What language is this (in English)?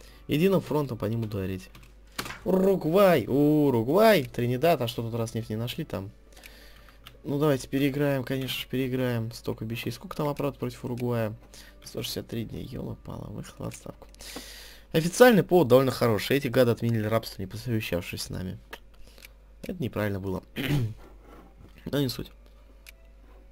Russian